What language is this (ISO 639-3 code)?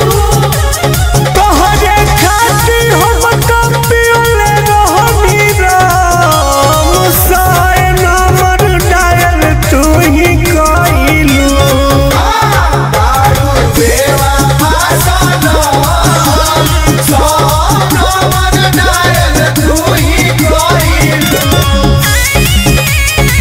bho